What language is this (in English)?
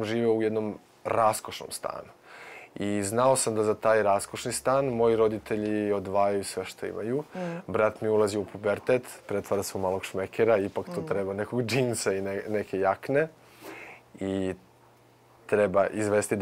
Serbian